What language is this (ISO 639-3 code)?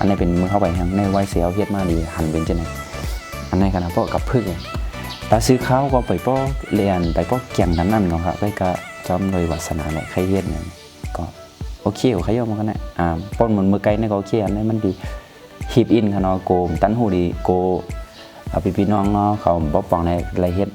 shn